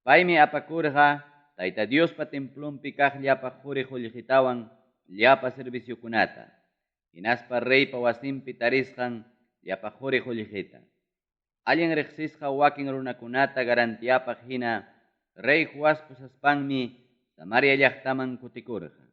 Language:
Ayacucho Quechua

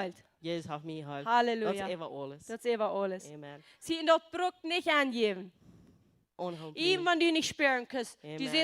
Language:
Plautdietsch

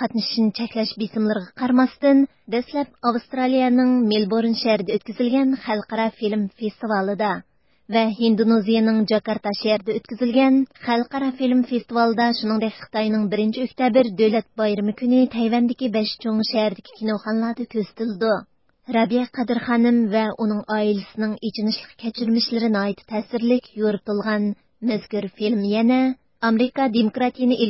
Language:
Uyghur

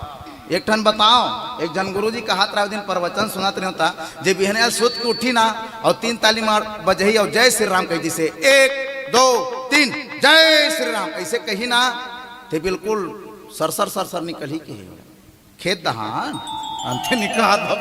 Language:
Chhattisgarhi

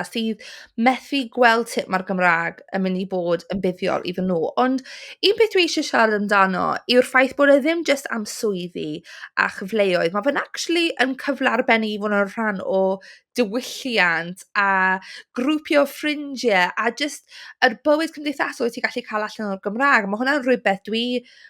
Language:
Welsh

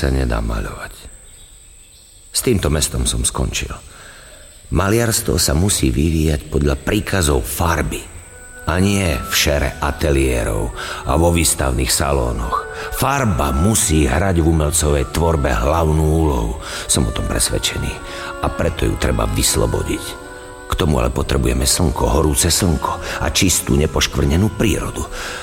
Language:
Slovak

